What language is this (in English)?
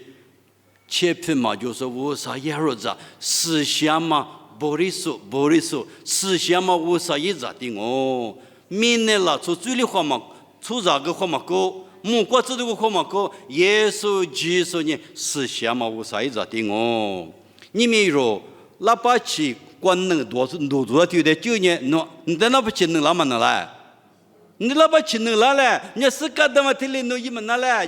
Lisu